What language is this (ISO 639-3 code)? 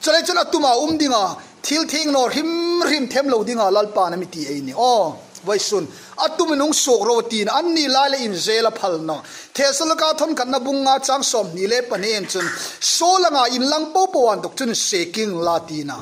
hmr